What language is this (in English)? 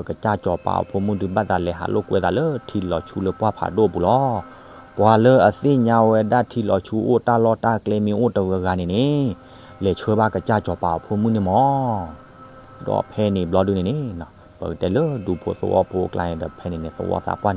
S'gaw Karen